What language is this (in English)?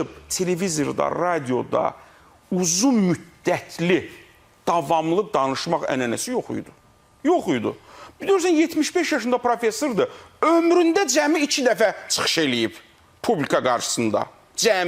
Azerbaijani